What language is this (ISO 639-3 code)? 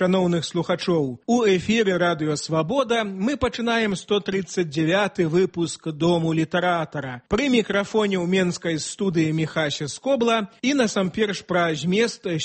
bel